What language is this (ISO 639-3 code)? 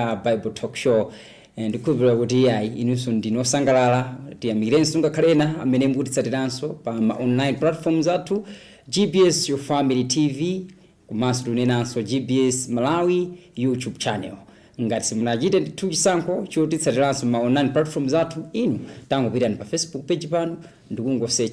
nya